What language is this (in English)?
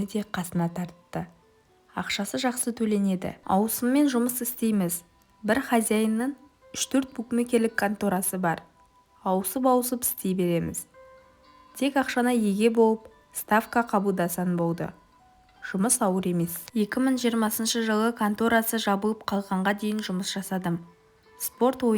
Kazakh